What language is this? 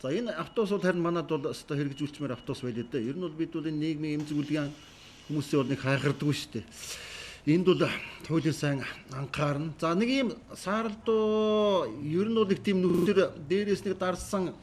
Mongolian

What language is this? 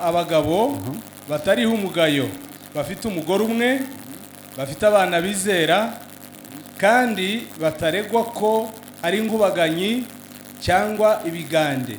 Kinyarwanda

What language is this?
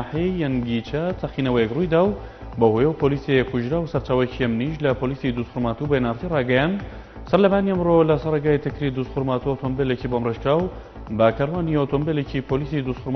Central Kurdish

